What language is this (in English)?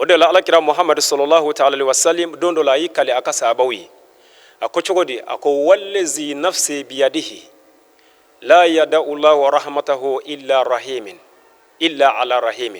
Bambara